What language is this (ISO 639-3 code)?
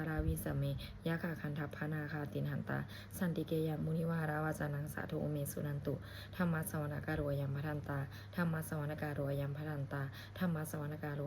pli